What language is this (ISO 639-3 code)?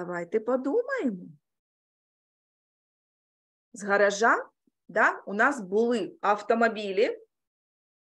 ukr